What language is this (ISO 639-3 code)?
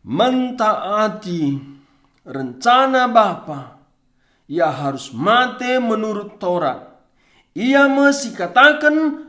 btx